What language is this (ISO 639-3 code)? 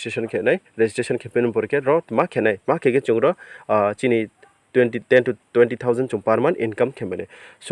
ria